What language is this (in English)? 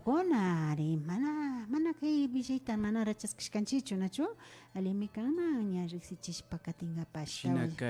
Imbabura Highland Quichua